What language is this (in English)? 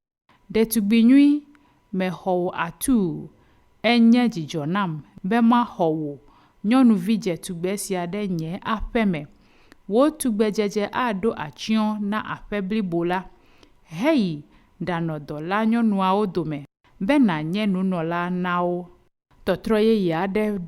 Ewe